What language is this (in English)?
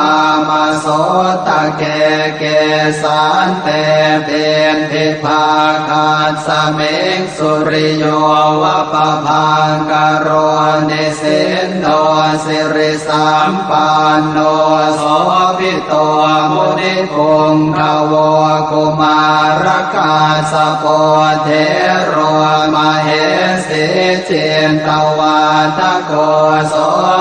Pali